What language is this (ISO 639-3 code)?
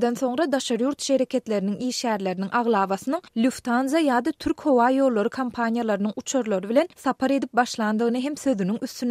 tuk